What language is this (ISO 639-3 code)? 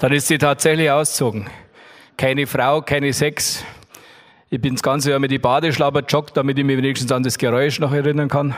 bar